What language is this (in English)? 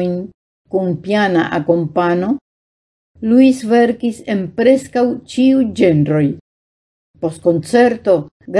Esperanto